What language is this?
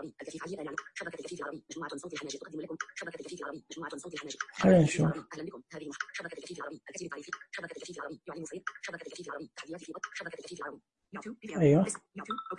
Najdi Arabic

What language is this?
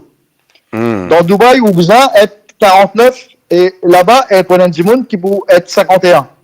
Morisyen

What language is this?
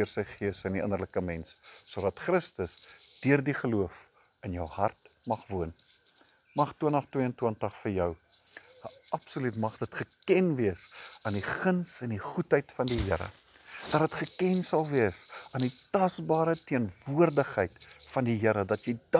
Afrikaans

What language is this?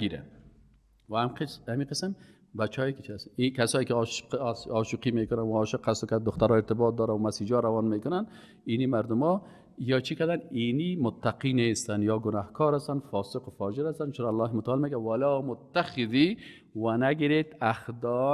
Persian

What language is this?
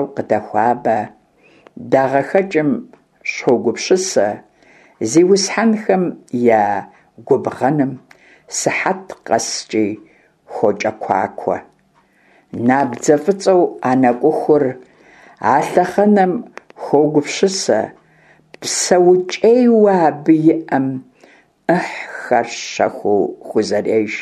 Kabardian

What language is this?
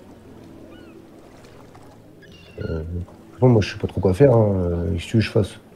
French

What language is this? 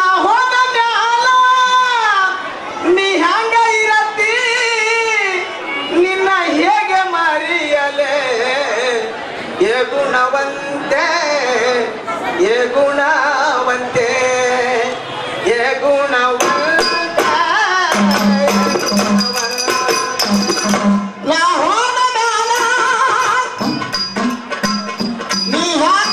Kannada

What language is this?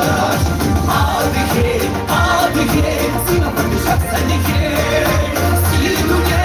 Kabardian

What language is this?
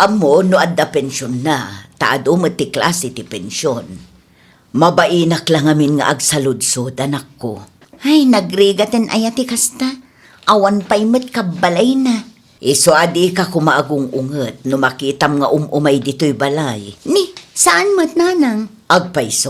Iloko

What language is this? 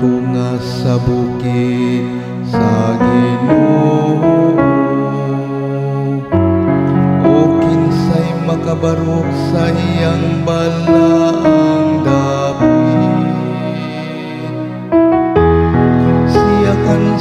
Cebuano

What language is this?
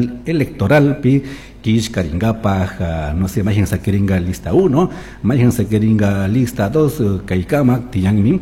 Chimborazo Highland Quichua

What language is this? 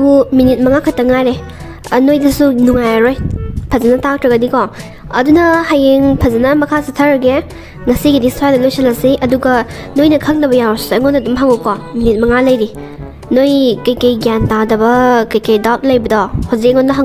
Manipuri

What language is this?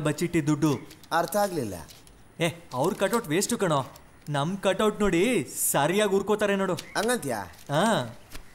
Kannada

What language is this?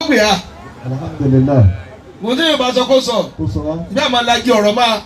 Yoruba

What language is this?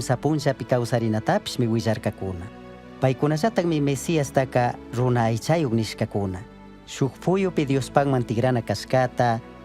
Chimborazo Highland Quichua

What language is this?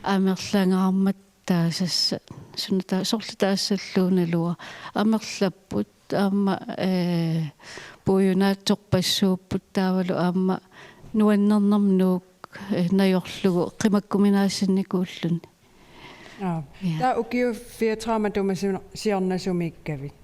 Kalaallisut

